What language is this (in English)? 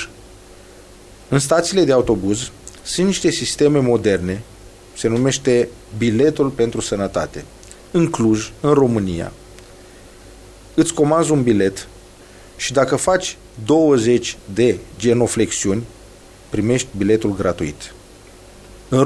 Romanian